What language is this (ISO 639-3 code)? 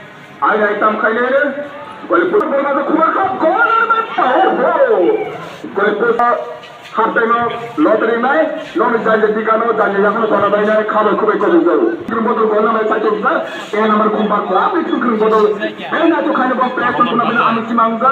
trp